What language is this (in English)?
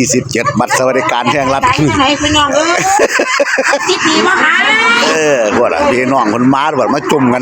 Northeastern Thai